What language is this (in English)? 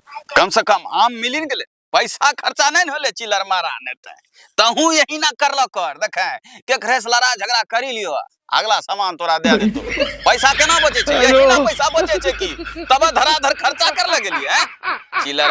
Angika